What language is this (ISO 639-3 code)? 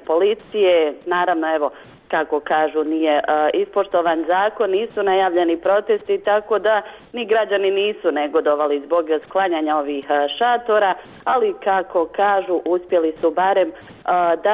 bos